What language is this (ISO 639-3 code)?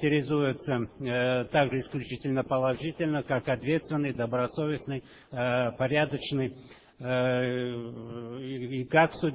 rus